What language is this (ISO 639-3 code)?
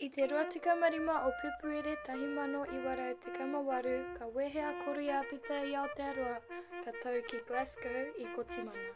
mri